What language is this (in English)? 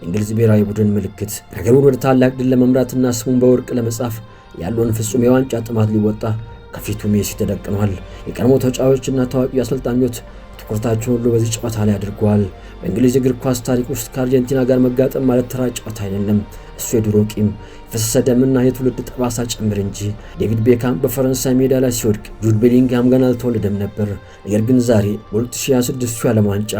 Amharic